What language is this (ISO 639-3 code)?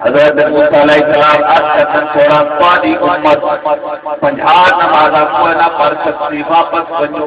skr